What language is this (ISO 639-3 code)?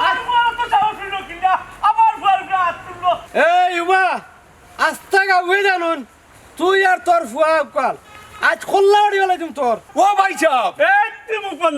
syl